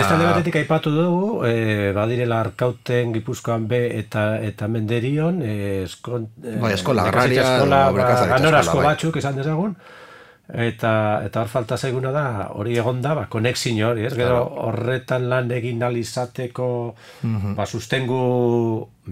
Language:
Basque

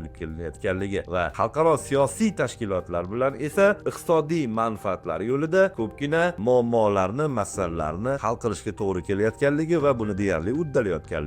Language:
Uzbek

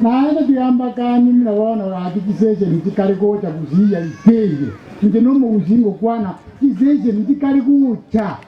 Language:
Gusii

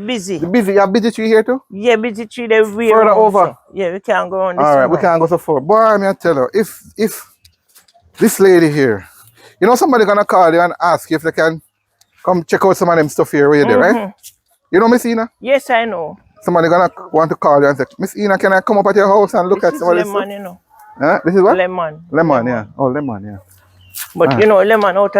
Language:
Jamaican Creole English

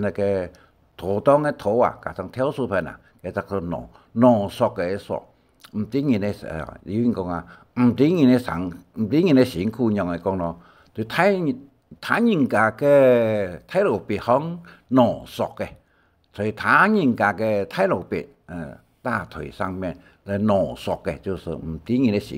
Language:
Hakka Chinese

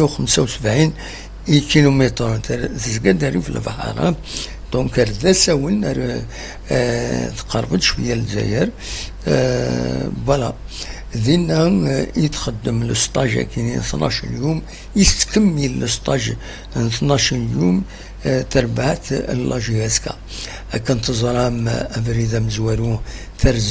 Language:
Kabyle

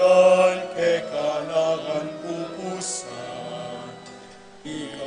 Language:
Pampanga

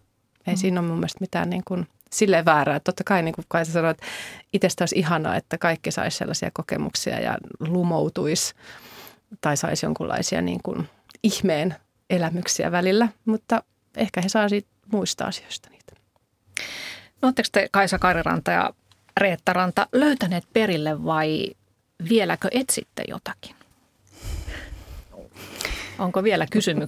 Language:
Finnish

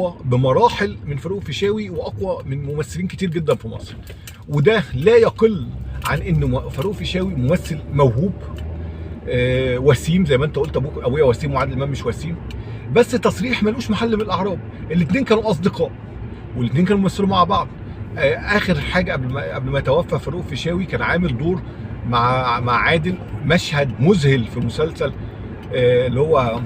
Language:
Egyptian Arabic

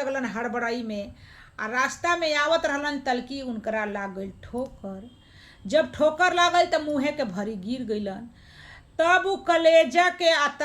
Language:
Bhojpuri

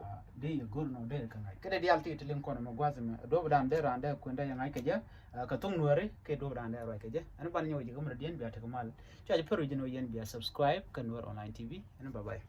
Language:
Nuer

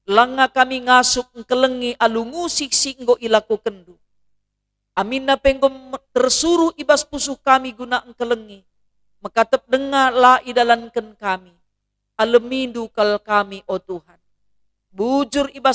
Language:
Batak Karo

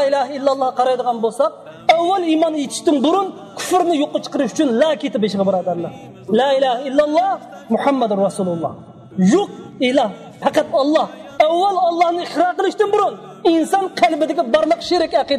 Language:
Uyghur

